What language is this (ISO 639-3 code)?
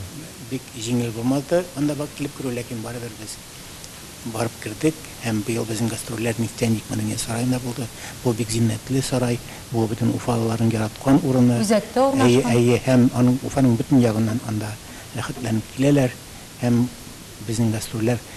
tat